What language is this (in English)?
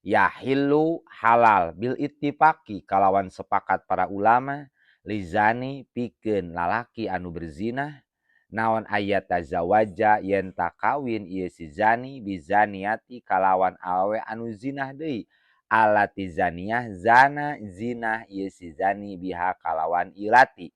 Sundanese